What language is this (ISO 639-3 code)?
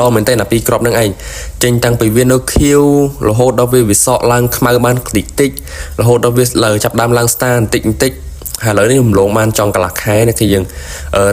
khm